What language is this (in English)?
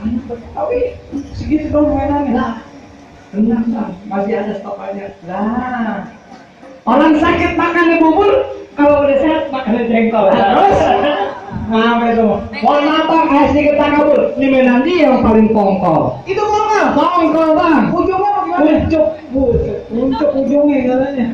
Betawi